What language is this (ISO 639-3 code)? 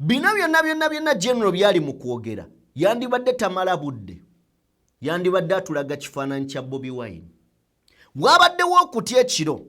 lug